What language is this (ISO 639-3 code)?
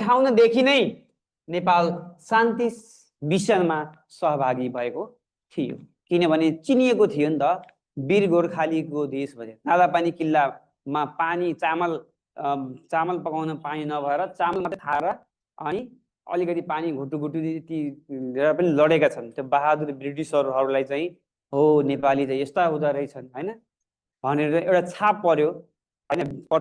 nep